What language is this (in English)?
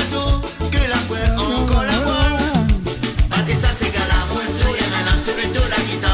Morisyen